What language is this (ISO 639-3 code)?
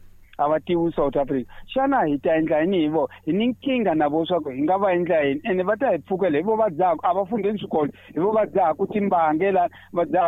tso